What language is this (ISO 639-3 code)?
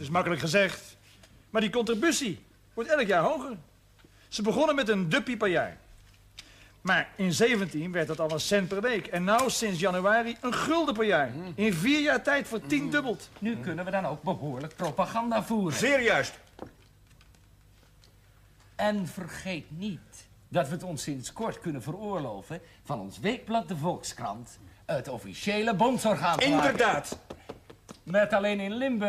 nld